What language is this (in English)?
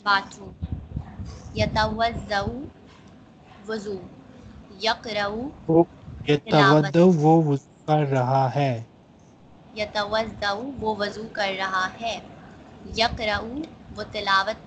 Urdu